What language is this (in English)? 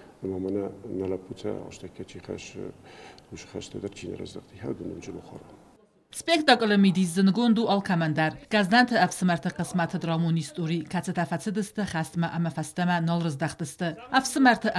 Ossetic